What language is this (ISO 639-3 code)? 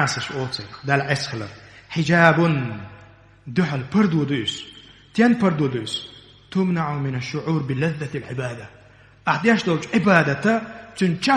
che